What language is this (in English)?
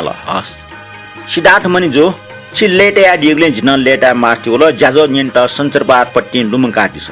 Newari